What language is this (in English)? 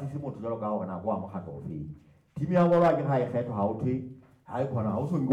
Southern Sotho